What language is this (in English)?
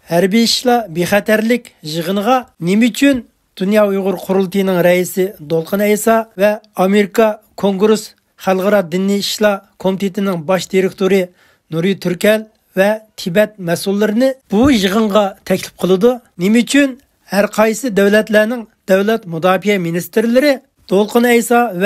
Uyghur